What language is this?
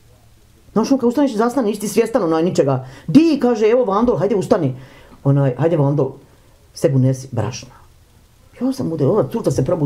Bosnian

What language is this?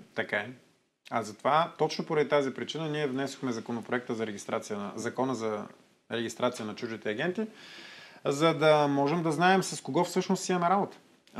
Bulgarian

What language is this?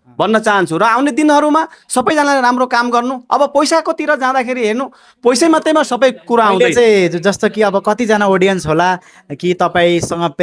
Nepali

